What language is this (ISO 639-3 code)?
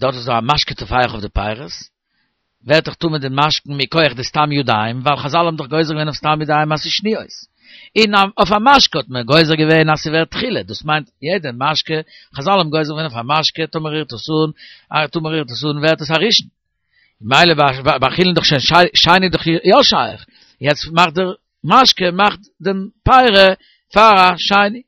yid